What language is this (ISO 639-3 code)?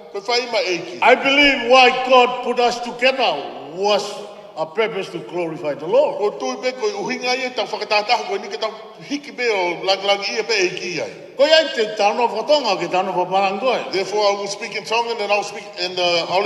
ton